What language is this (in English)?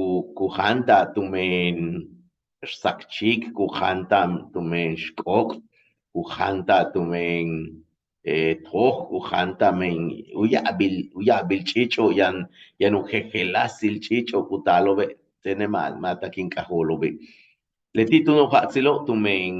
Yucateco